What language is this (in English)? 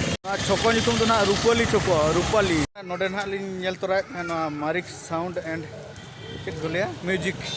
Santali